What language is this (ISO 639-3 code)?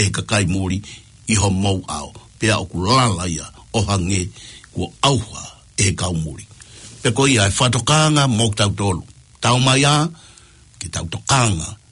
ton